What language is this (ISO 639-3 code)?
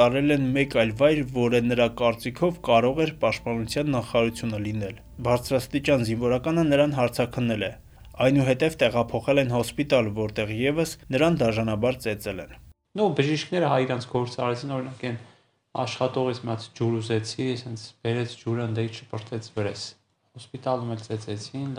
hye